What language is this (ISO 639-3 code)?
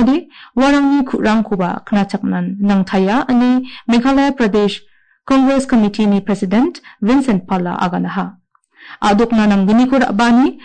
grt